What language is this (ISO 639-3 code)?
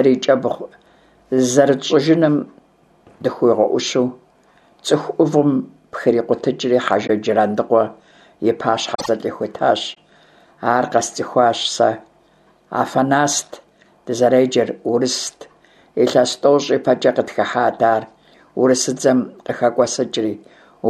kbd